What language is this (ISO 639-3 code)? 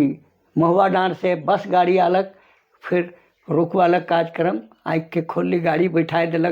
sck